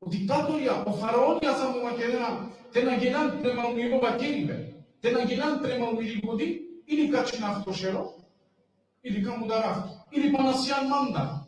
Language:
Balkan Romani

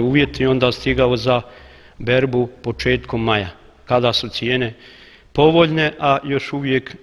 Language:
Bosnian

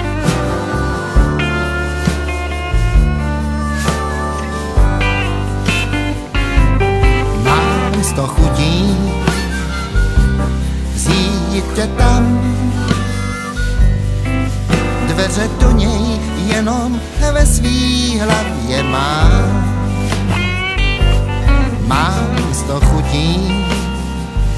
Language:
Czech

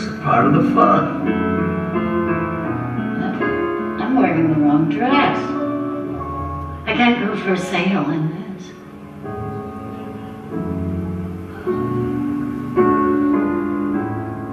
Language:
Hungarian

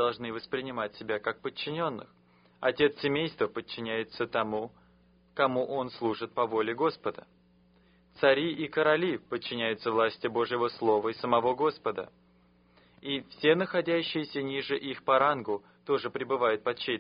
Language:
Russian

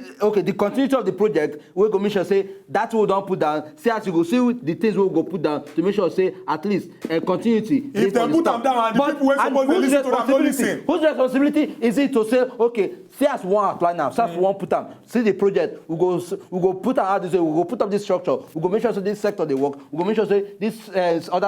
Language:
Nigerian Pidgin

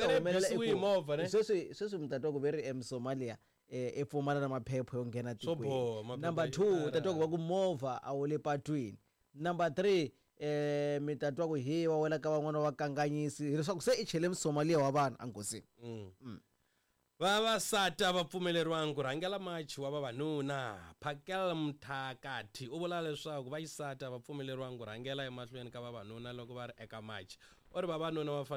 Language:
Tsonga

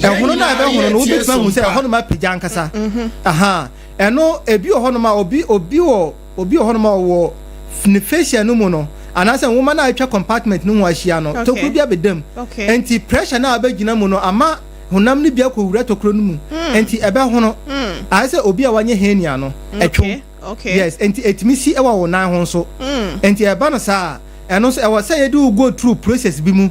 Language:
Akan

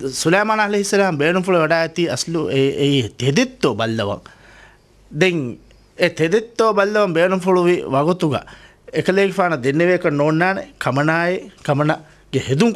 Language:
Divehi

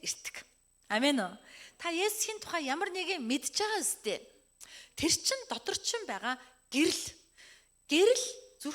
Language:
Mongolian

